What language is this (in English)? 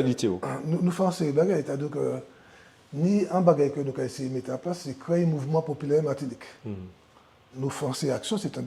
Guadeloupean Creole French